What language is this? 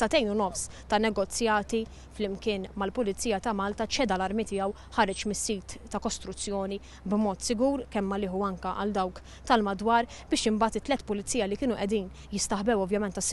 Maltese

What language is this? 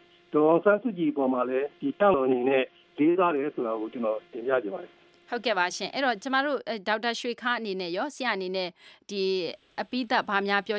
Burmese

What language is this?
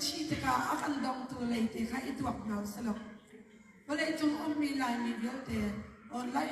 Hakha Chin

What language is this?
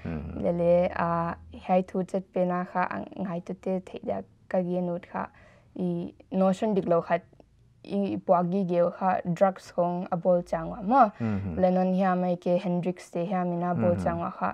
Paite Chin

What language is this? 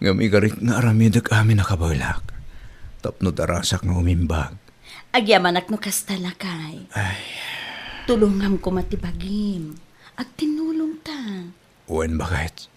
Iloko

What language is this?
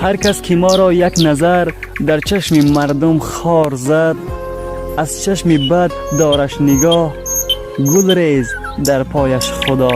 Tajik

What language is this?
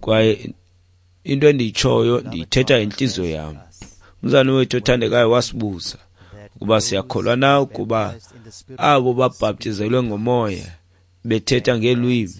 Xhosa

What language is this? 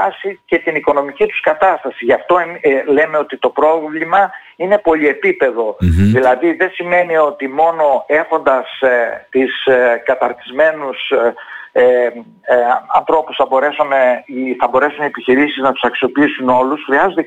Greek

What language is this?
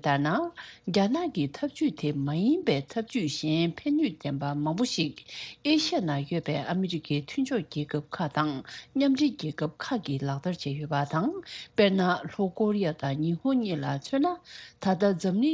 Tibetan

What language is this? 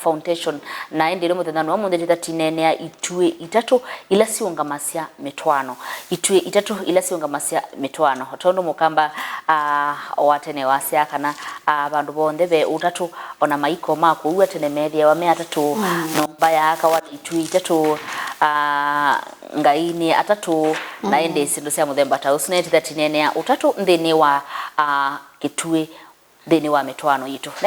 Kamba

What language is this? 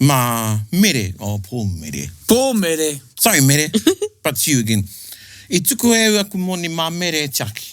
Māori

